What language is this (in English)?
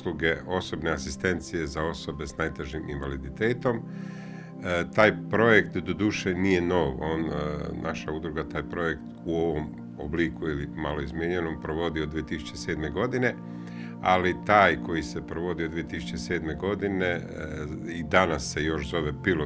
Croatian